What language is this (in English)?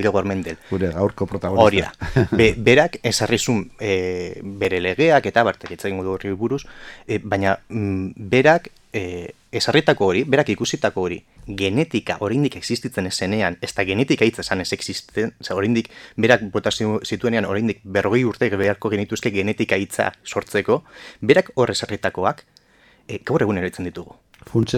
Basque